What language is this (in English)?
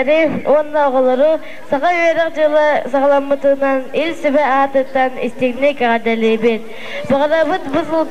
Yakut